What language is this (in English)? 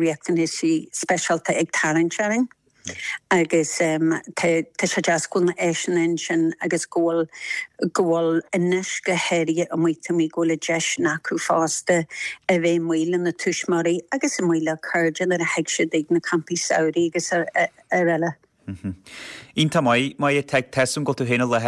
Irish